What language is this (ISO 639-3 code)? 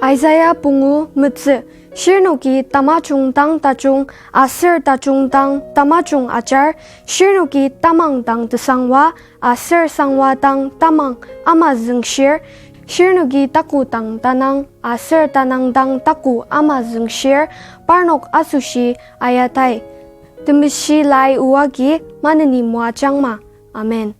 njo